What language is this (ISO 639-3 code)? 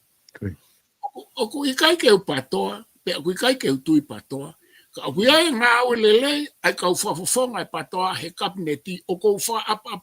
ton